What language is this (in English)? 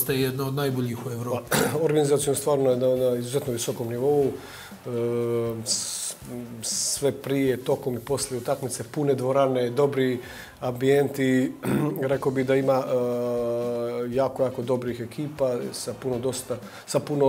Bosnian